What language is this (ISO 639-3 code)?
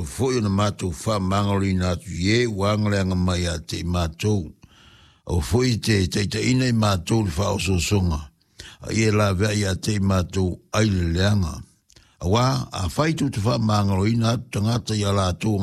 smo